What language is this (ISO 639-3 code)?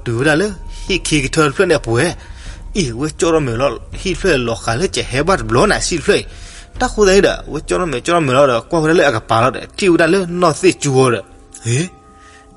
ksw